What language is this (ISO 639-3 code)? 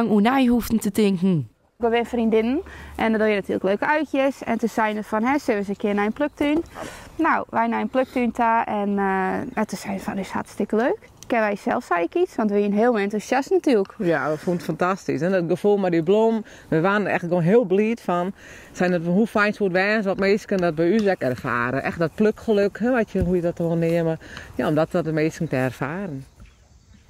fry